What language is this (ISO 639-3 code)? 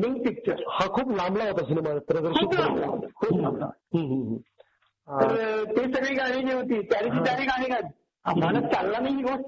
mar